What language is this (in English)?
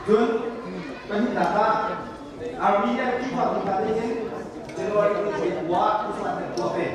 Hakha Chin